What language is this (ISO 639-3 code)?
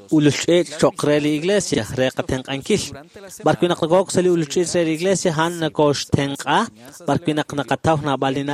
kek